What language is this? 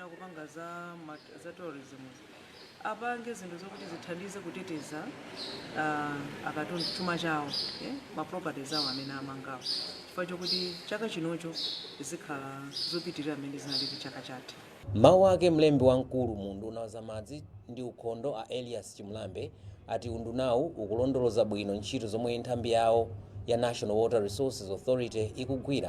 Nyanja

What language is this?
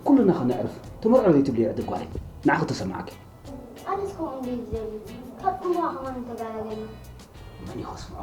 Tigrinya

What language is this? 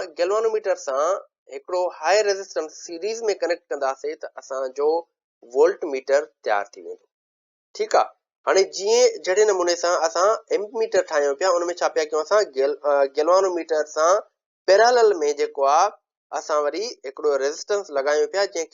Sindhi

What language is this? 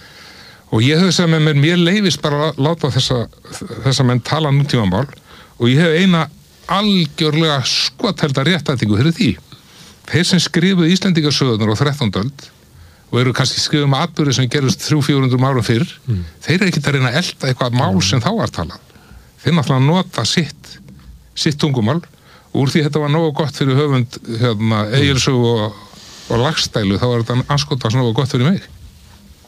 Icelandic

